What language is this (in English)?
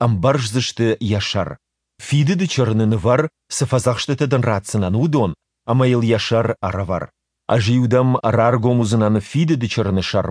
Ossetic